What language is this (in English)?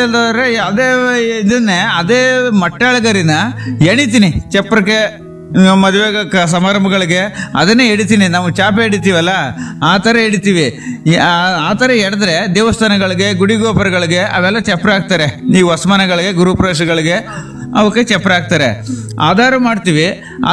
Kannada